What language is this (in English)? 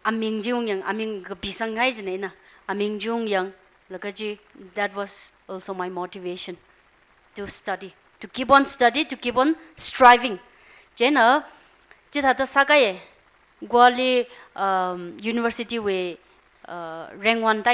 Tangkhul Naga (India)